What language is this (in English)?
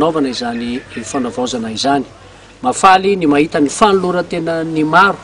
Malagasy